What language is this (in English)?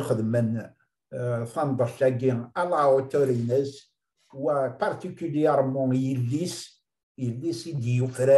Kabyle